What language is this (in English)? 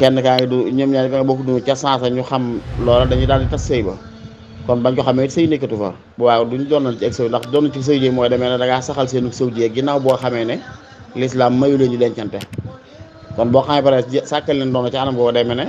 Wolof